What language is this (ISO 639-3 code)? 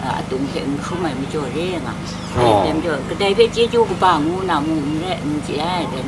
kac